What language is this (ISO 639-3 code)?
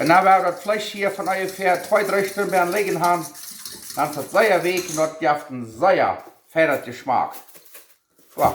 pdt